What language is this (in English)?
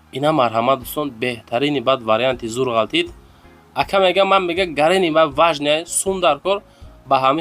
Tajik